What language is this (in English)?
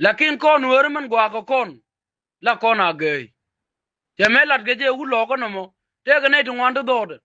Nuer